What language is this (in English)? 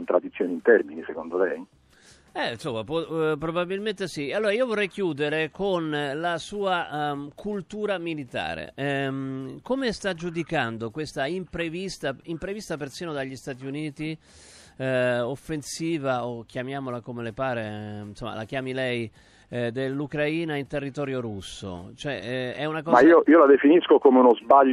Italian